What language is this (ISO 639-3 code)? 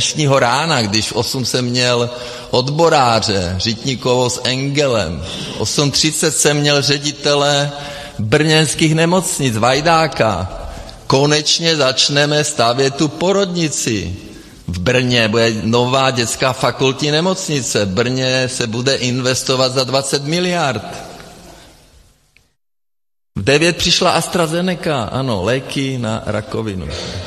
ces